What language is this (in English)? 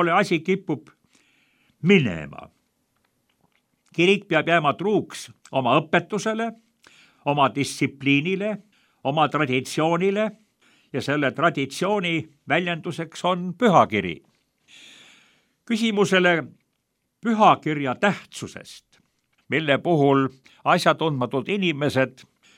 Estonian